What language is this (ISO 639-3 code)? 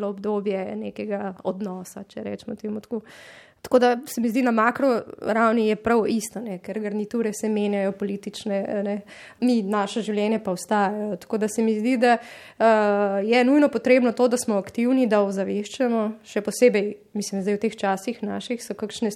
slv